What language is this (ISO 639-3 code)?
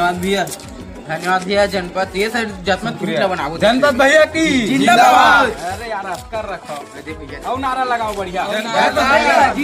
hne